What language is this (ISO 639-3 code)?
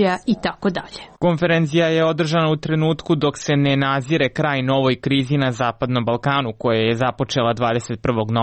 hrv